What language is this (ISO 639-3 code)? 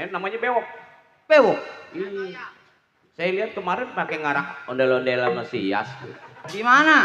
bew